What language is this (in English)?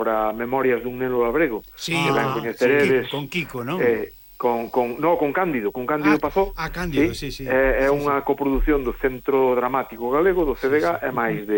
Galician